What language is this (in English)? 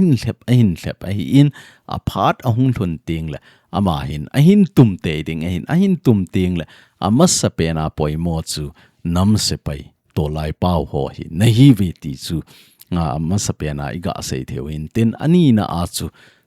Thado Chin